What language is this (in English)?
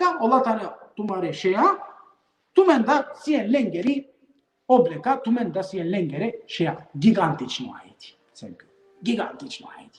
Balkan Romani